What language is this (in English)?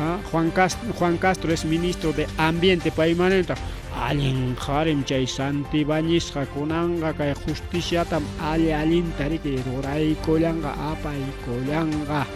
Ayacucho Quechua